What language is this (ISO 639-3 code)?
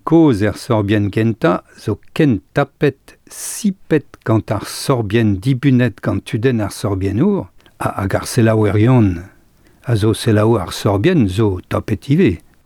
bre